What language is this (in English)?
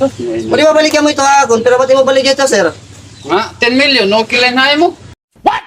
Waray